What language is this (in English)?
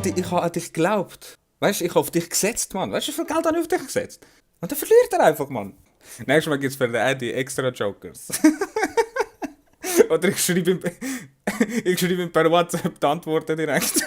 Swiss German